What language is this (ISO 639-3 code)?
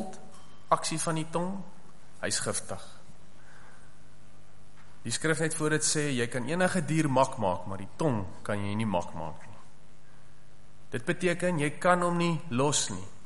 afr